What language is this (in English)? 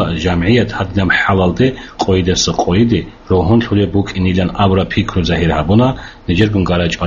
Avaric